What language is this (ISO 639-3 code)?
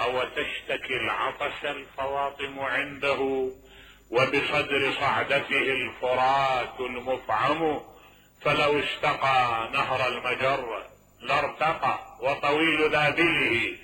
acm